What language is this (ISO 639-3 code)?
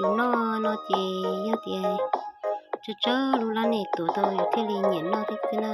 hmn